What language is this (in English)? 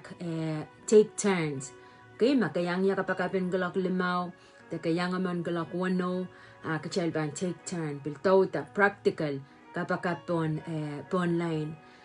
Pohnpeian